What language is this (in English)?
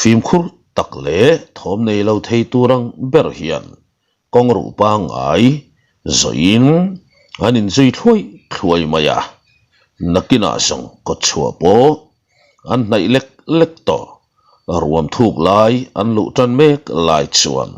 Mizo